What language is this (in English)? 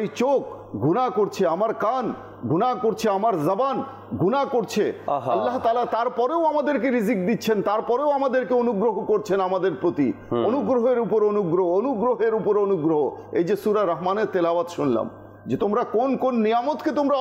Bangla